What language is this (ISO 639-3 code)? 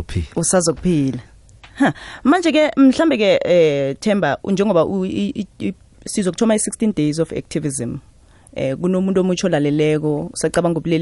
nbl